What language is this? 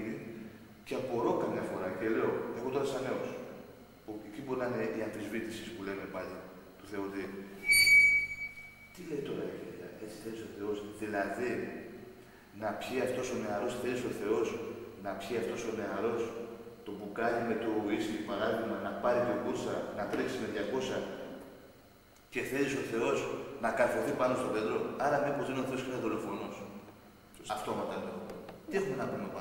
Greek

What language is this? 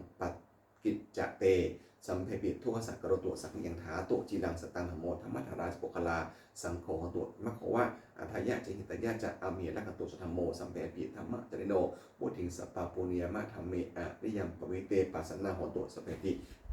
Pali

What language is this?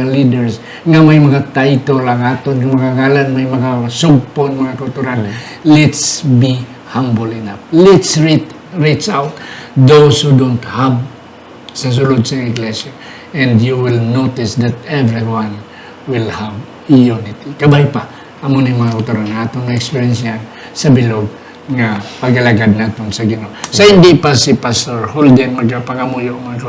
Hiligaynon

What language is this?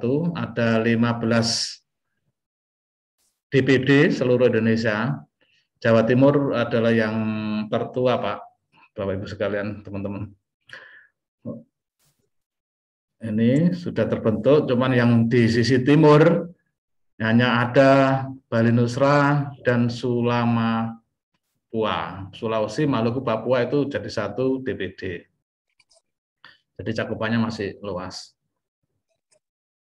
Indonesian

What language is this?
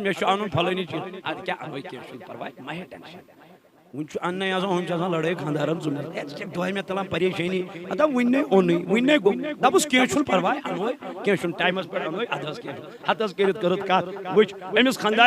Kashmiri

